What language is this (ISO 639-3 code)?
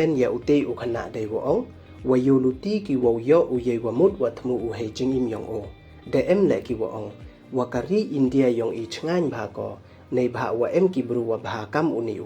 pbv